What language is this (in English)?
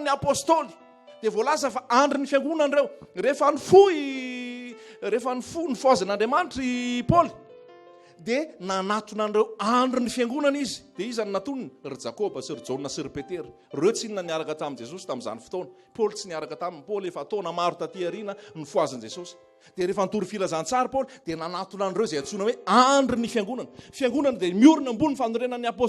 Malagasy